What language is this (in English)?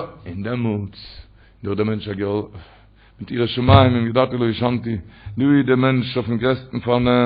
Yiddish